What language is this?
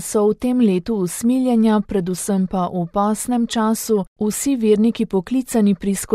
Slovenian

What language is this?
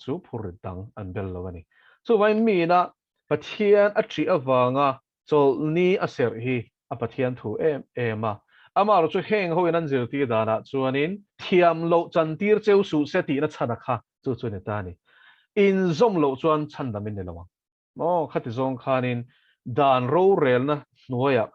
Mizo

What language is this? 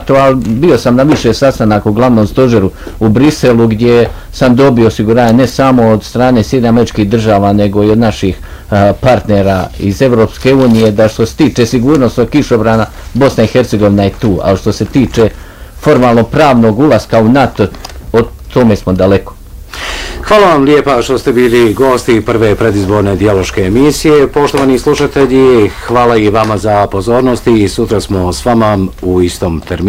Bosnian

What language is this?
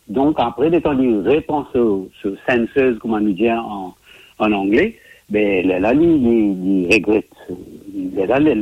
Morisyen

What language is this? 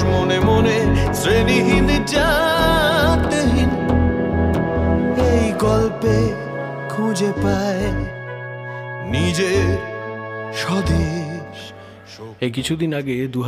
Bangla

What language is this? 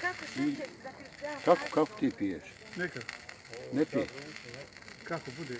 Bosnian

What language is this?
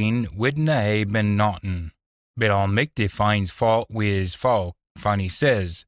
Scots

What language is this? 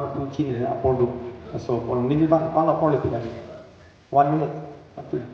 Karbi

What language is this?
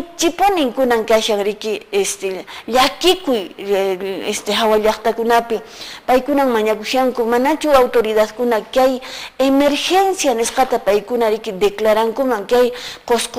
Quechua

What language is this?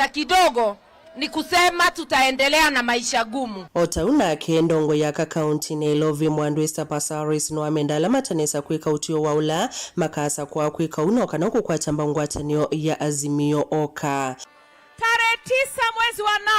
Kamba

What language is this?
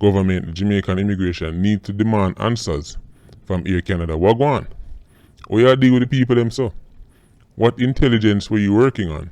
Jamaican Creole English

